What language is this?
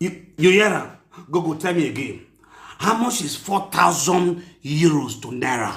Nigerian Pidgin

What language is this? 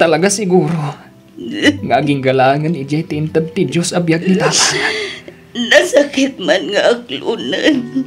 Iloko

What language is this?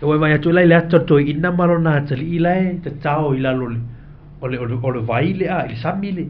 Samoan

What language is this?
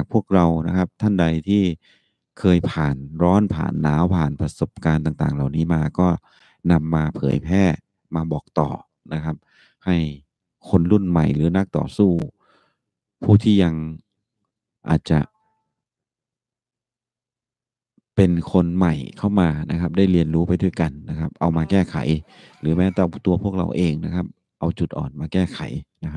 Thai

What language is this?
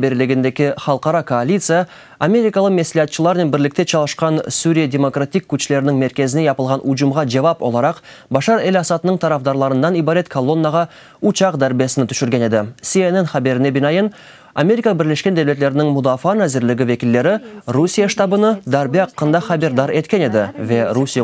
Crimean Tatar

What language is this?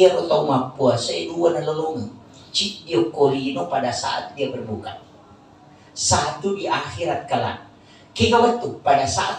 Buginese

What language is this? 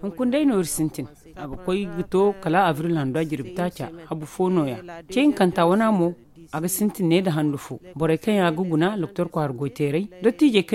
Zarma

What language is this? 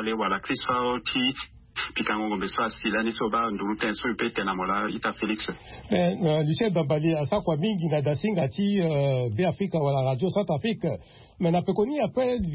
Sango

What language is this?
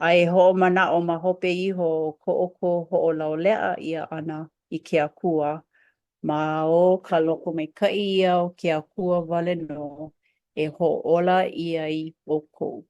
Hawaiian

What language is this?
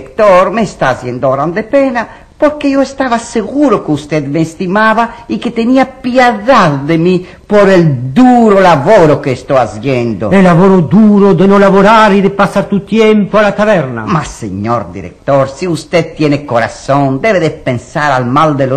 Ladino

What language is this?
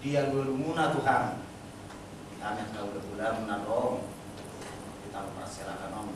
Batak Toba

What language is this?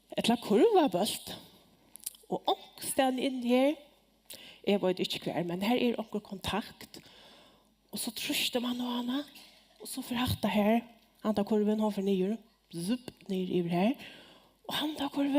Faroese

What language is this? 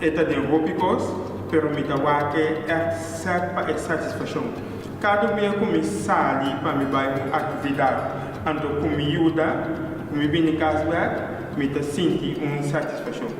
Papiamento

